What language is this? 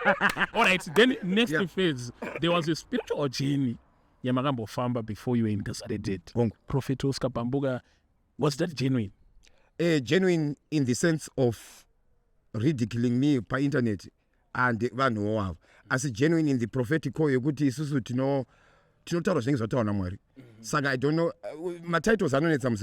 Shona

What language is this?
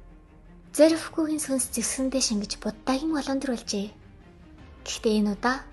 Mongolian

